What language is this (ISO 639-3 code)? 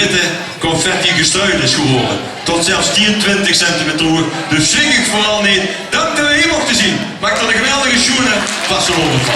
lim